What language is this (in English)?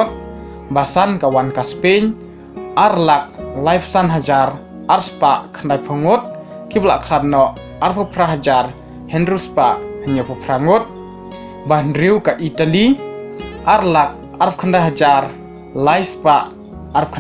Khasi